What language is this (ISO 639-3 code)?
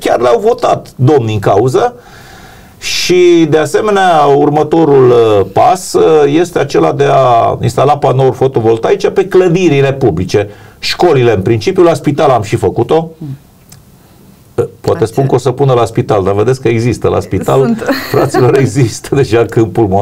ron